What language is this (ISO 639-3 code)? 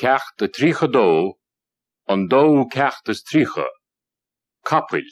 gle